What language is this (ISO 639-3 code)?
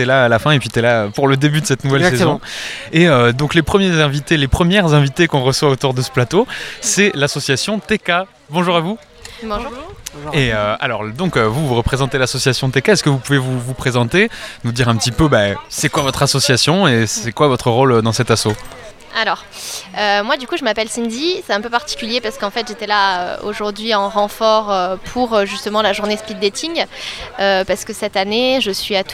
fra